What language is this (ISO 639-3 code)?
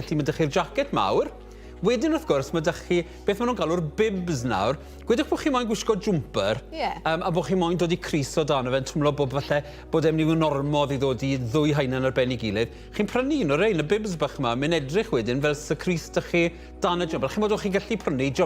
cym